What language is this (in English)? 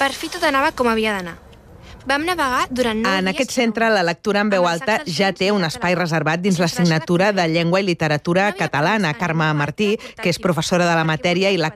Catalan